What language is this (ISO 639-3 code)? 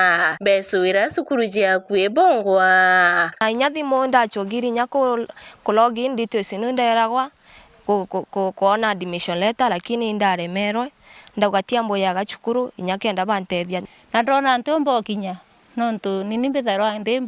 mer